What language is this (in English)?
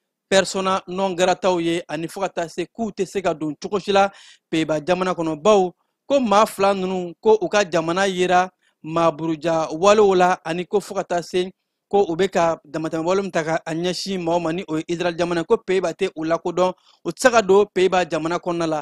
Bambara